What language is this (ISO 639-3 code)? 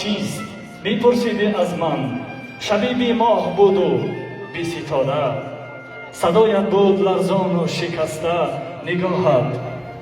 tgk